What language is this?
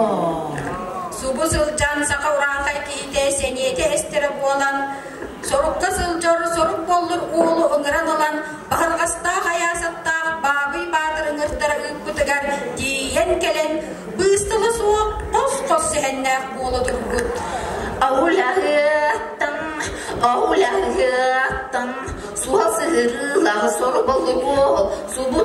Yakut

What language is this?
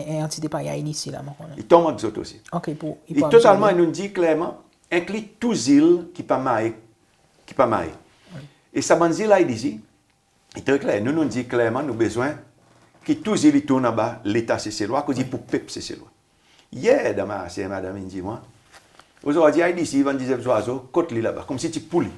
Seselwa Creole French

